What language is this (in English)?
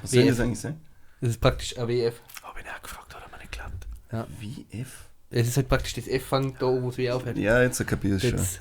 Bavarian